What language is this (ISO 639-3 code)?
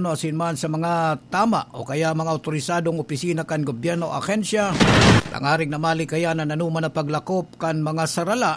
bik